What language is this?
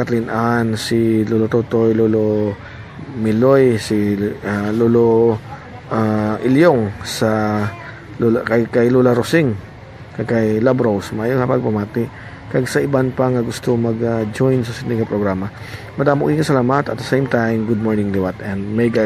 Hiligaynon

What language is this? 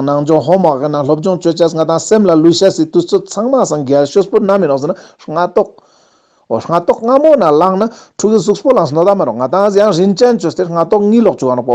Ladakhi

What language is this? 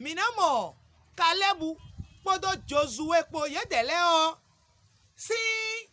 Fon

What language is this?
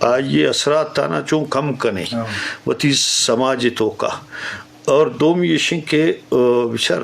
Eastern Balochi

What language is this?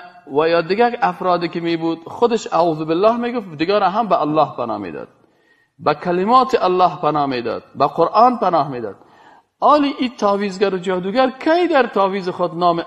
Persian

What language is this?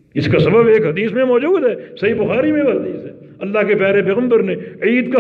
Urdu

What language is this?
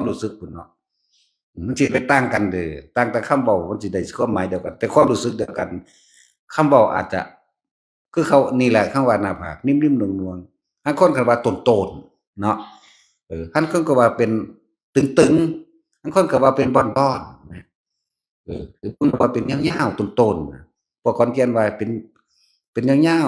Northeastern Thai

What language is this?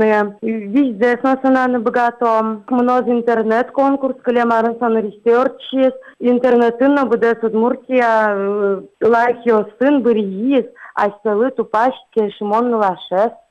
Udmurt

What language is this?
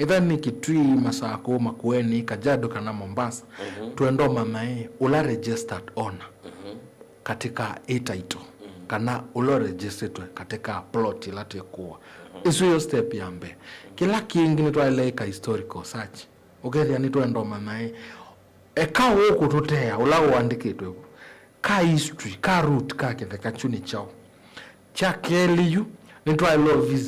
Kamba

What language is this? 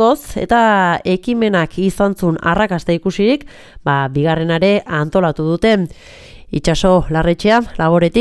Basque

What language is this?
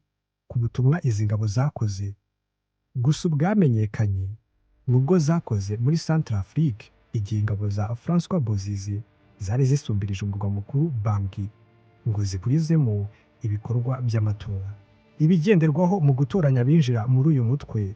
Kinyarwanda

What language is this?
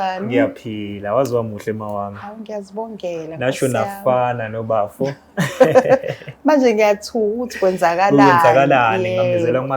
Zulu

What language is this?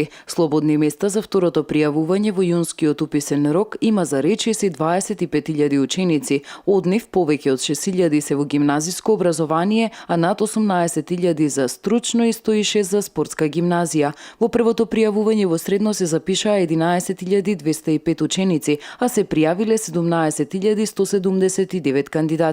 Macedonian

